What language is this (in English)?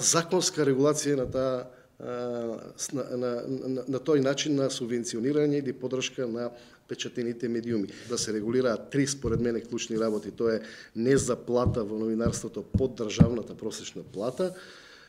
Macedonian